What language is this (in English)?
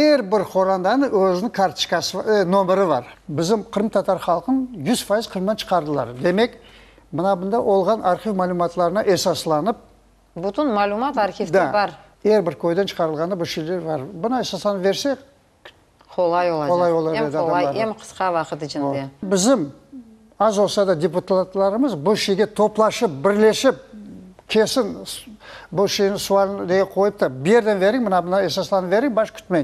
Crimean Tatar